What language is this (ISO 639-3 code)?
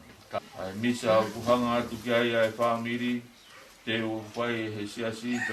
ton